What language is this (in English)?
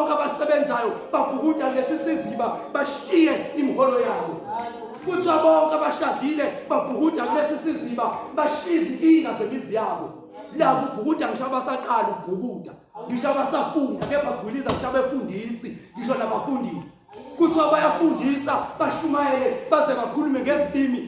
Zulu